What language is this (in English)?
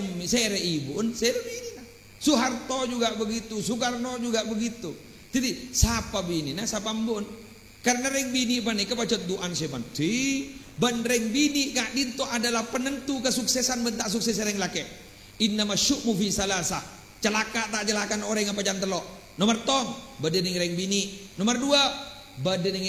Madurese